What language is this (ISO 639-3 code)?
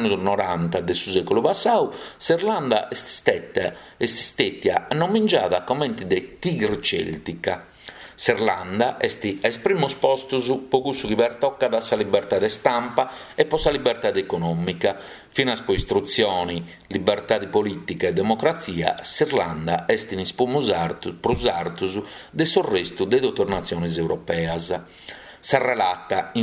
srd